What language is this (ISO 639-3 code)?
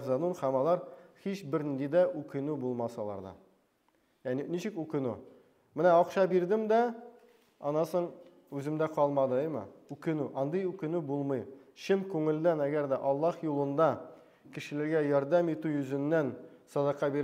tat